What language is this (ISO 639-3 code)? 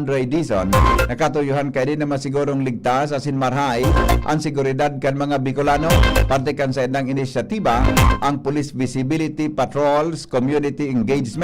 bik